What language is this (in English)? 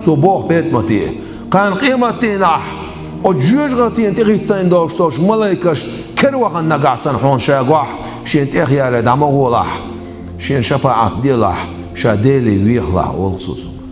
Chechen